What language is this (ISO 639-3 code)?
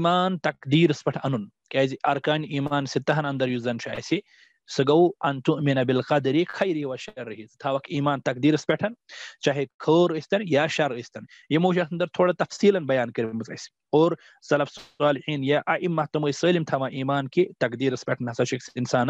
kas